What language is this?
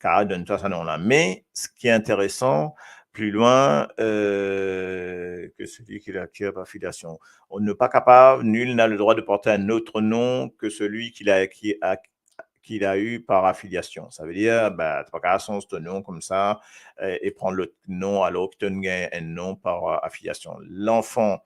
Morisyen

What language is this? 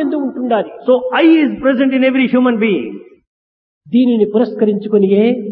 Telugu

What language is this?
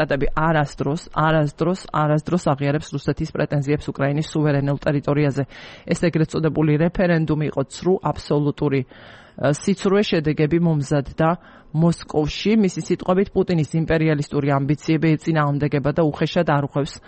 Georgian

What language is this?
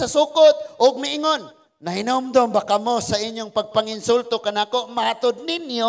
Cebuano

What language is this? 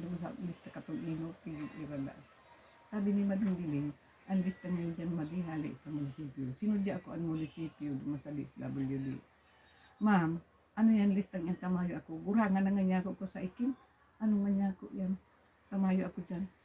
Bikol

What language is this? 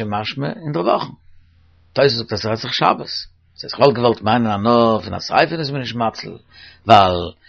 Yiddish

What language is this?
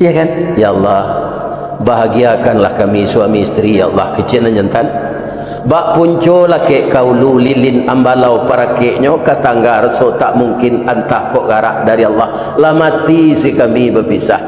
Minangkabau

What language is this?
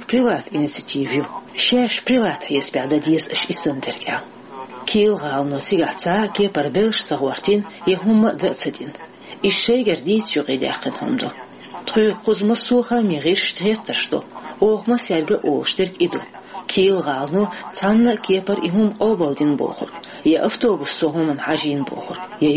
Chechen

